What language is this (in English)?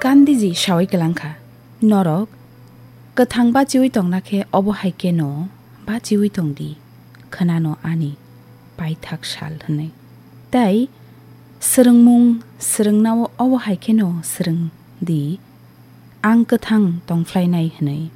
Kok Borok